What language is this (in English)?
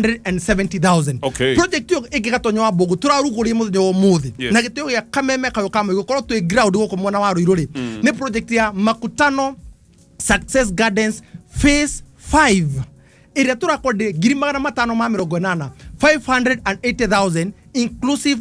Kikuyu